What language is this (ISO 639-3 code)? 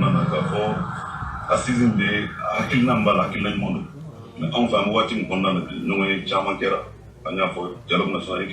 bam